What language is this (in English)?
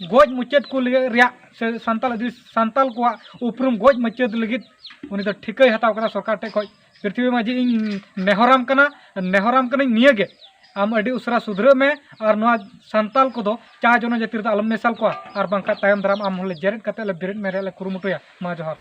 Santali